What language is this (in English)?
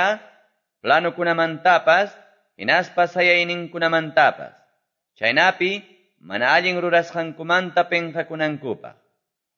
Quechua